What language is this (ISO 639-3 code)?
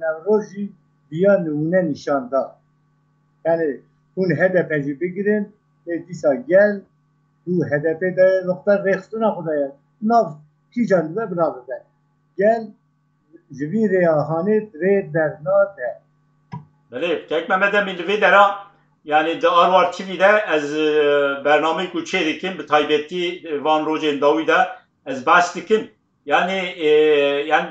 kur